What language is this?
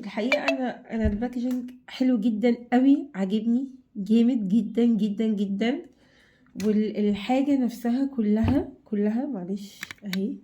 Egyptian Arabic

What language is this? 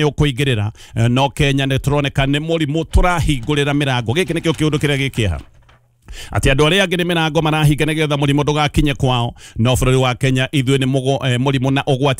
Kikuyu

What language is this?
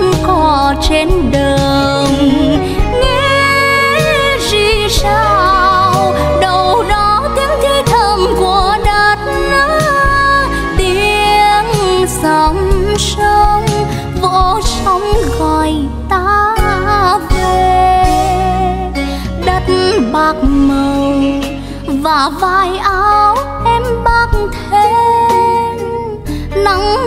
Vietnamese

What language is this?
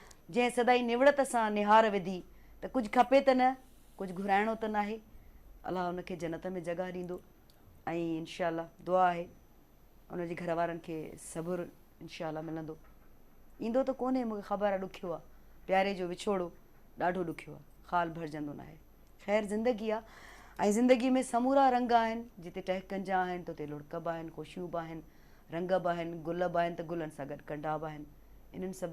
Sindhi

